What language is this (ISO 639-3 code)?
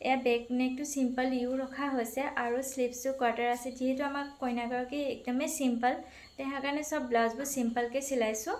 asm